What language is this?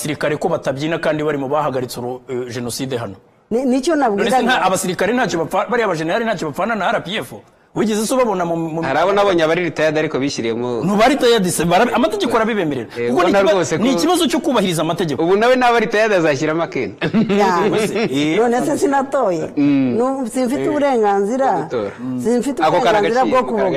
Kinyarwanda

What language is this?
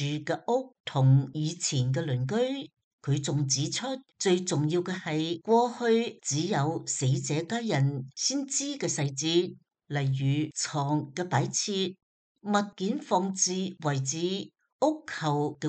Cantonese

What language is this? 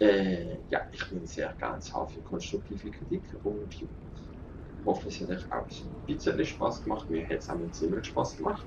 Swiss German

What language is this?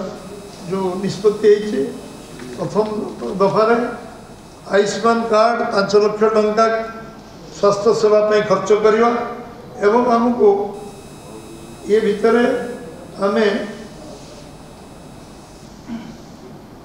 Odia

